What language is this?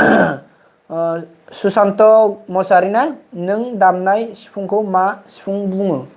Bodo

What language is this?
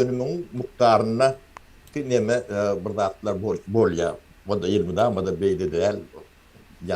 Turkmen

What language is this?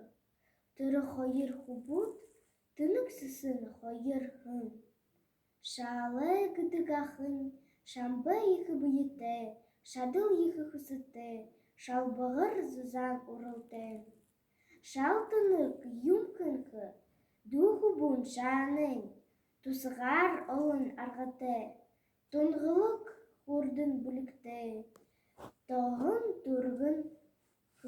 Buriat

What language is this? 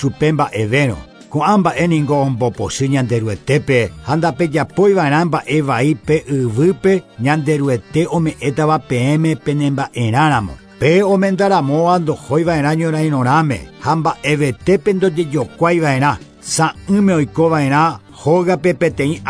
Guarani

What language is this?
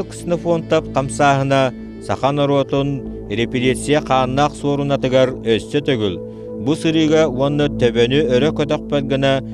Yakut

